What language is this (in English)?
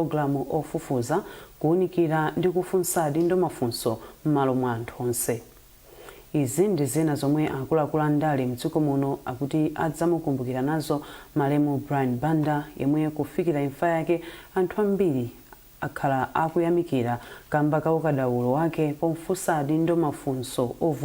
Nyanja